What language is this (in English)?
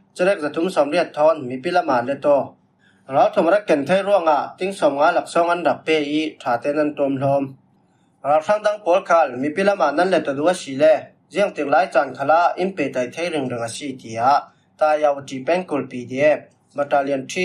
Falam Chin